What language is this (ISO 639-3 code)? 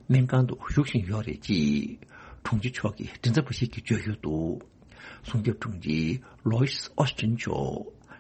bod